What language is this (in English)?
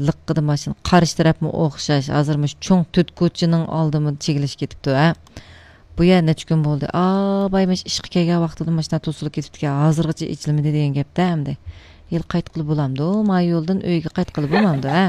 Uyghur